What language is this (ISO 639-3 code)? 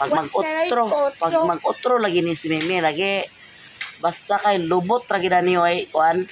ceb